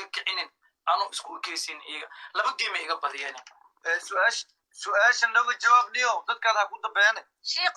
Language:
Somali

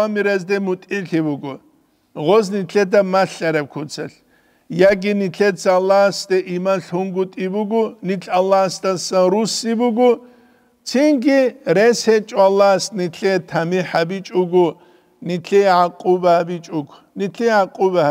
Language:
Avaric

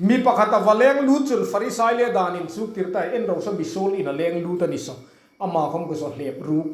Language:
Hmar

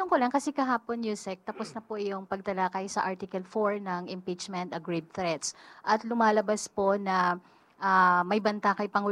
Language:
Filipino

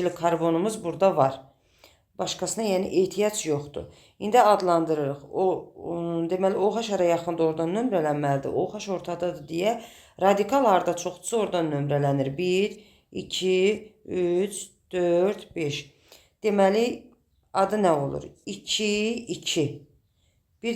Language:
Azerbaijani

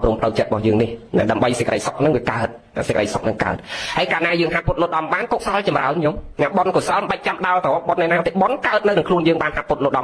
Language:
Khmer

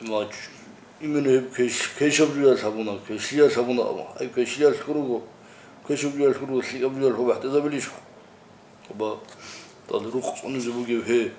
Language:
Avaric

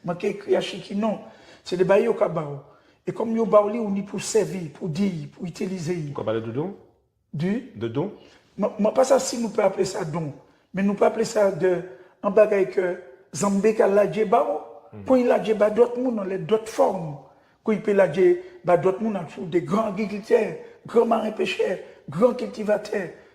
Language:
Guadeloupean Creole French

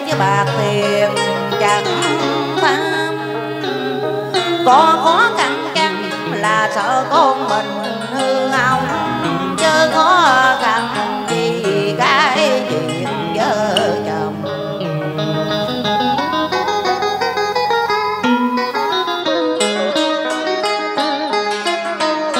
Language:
Vietnamese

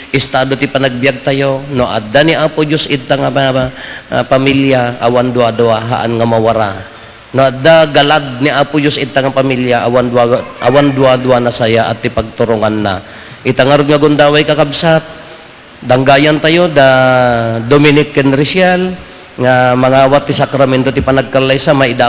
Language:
Iloko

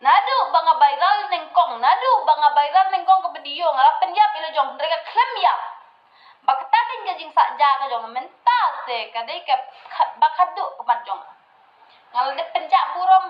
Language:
Khasi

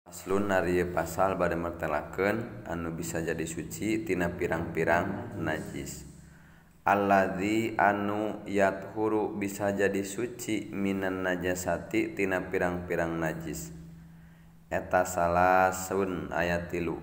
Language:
Sundanese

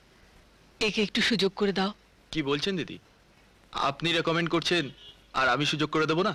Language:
Bangla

